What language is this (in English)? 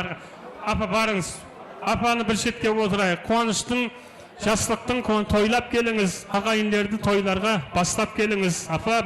Kara-Kalpak